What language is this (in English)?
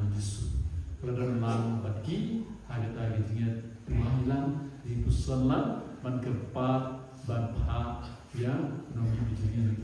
Khasi